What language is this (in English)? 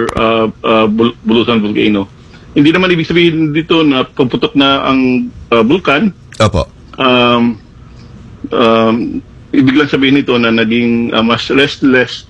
Filipino